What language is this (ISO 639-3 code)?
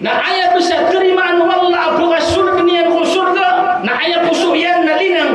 mrw